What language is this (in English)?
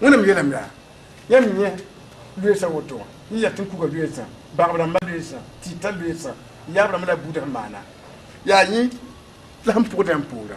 Mossi